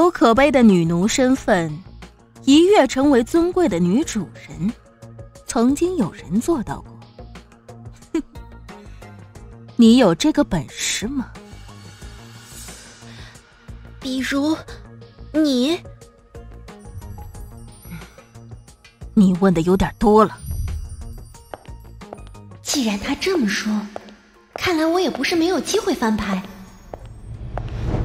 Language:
Chinese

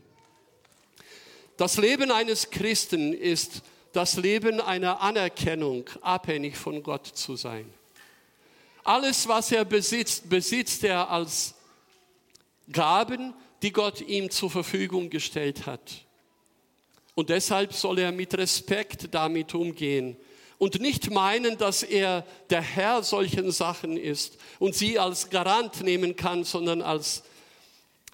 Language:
German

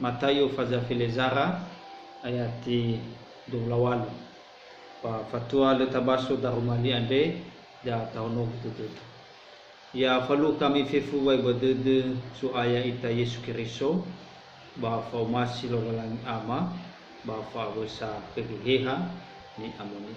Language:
Nias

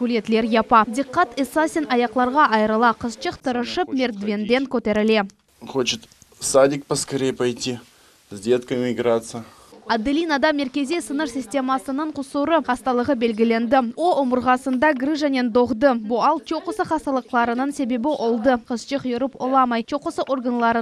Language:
Crimean Tatar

